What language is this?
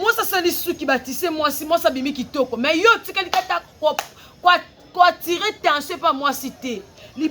Lingala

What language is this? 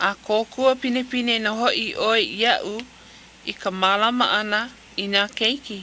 Hawaiian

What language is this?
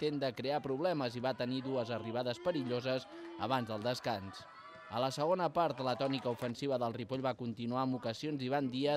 Catalan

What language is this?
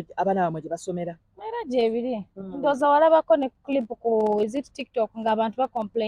Ganda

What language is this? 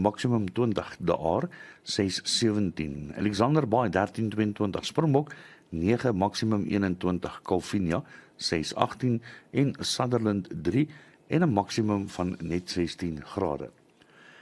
Afrikaans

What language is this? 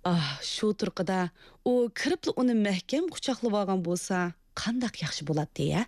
Uyghur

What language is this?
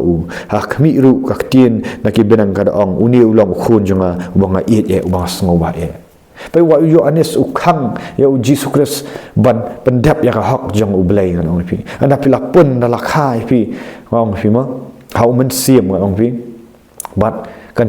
Khasi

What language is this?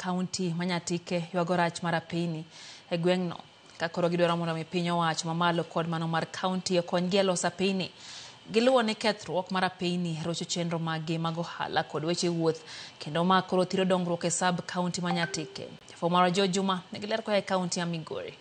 Luo (Kenya and Tanzania)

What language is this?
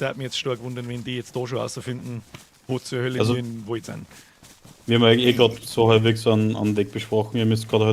Bavarian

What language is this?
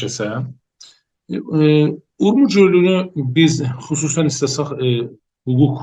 South Azerbaijani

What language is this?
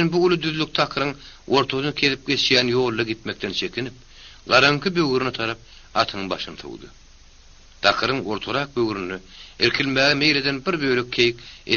Turkmen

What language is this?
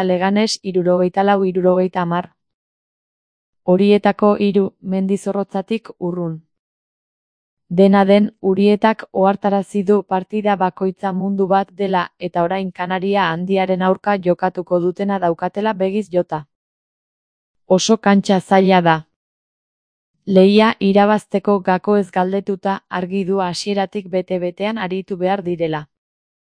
Basque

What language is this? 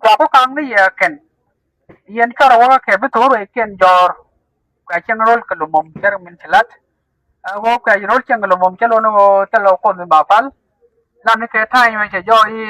Nuer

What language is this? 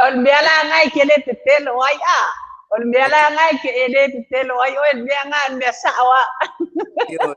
Samoan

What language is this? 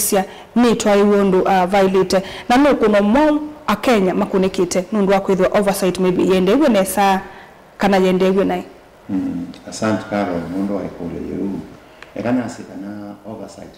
Kamba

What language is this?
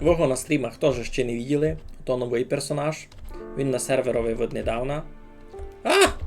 Rusyn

